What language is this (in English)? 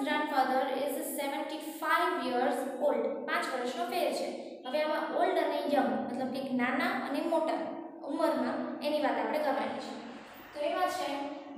Gujarati